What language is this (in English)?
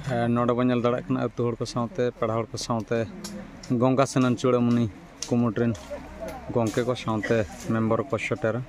Santali